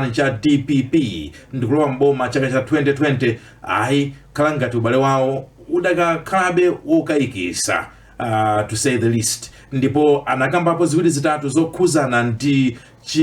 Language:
Nyanja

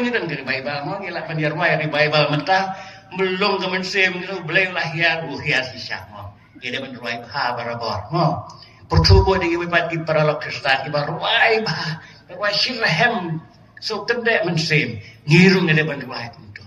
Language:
Khasi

